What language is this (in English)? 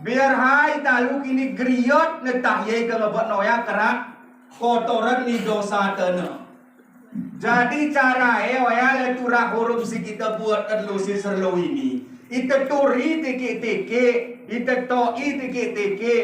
Gayo